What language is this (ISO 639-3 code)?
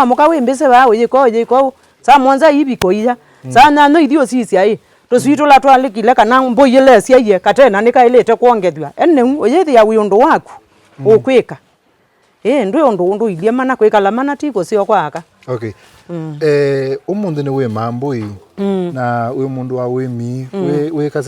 kam